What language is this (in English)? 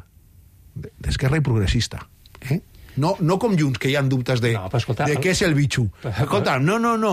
Catalan